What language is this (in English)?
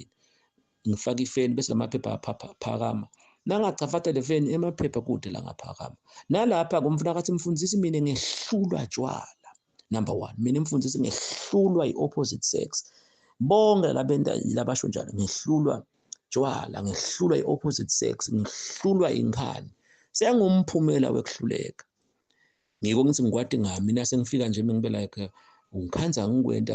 Zulu